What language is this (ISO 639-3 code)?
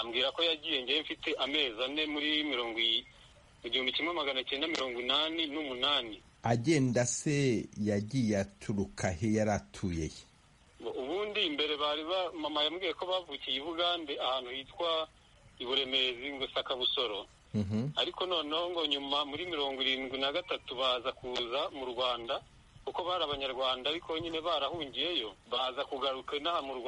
kin